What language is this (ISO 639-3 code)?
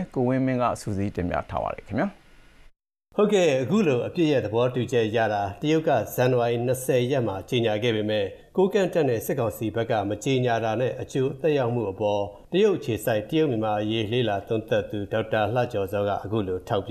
mya